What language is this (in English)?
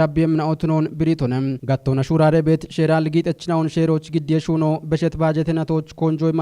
Kafa